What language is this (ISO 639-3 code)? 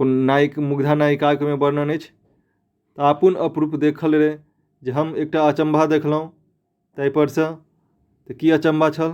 mai